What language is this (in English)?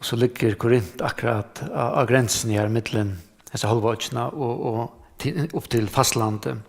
Faroese